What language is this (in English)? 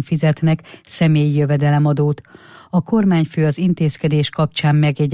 Hungarian